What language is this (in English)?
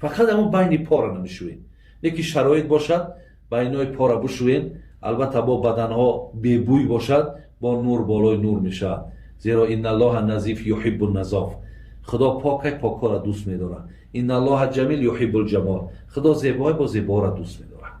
Tajik